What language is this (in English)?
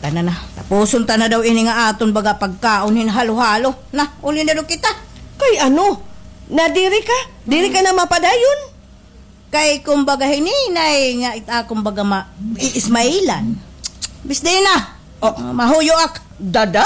Waray